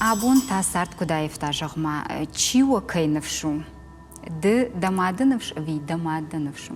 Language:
Ossetic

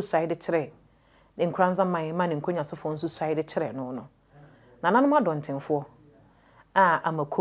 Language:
Akan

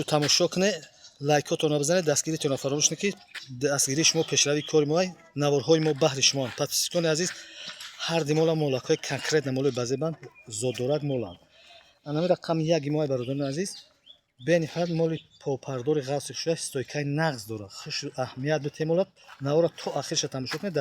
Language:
Tajik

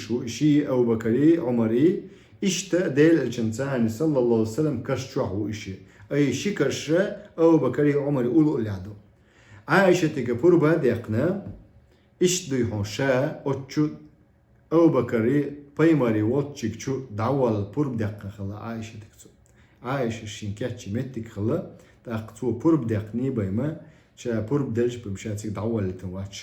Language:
Chechen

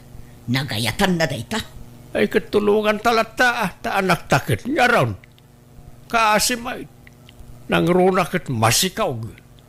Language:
Iloko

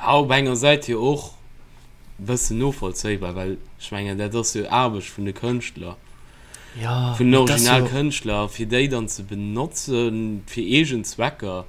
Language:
Luxembourgish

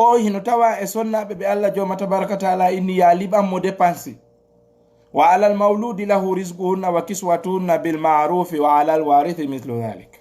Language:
Fula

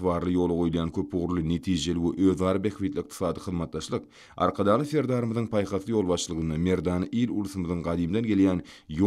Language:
Turkmen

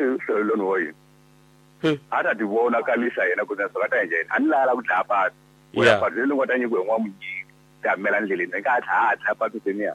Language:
Tsonga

